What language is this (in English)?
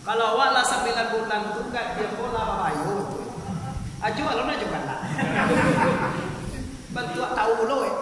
Minangkabau